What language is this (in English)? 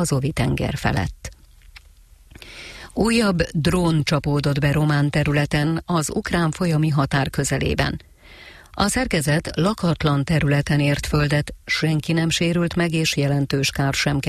Hungarian